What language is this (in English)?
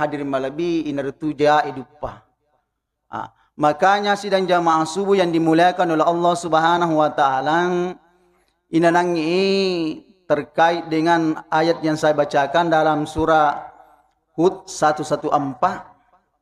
Buginese